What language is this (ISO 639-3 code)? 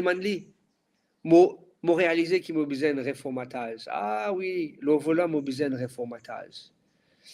mfe